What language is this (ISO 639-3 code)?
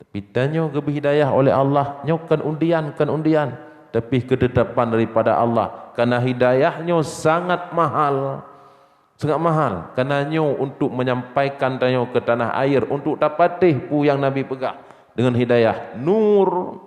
ace